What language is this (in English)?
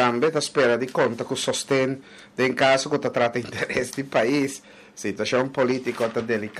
Papiamento